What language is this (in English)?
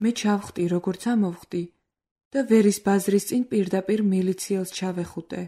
Georgian